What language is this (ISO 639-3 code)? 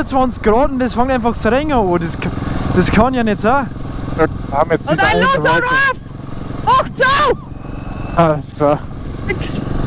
bar